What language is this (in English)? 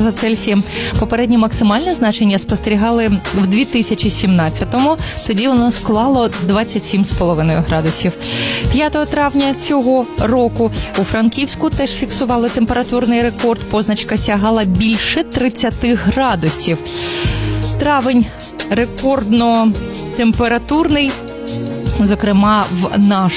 Ukrainian